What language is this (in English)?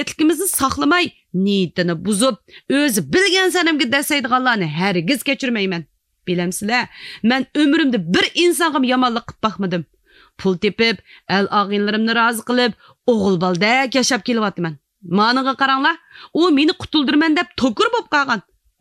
Uyghur